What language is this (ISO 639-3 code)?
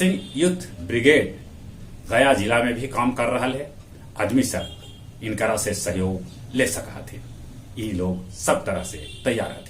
mag